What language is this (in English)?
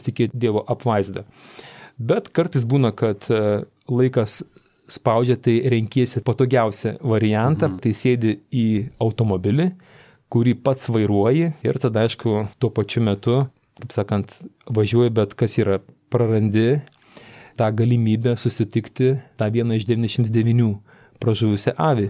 Lithuanian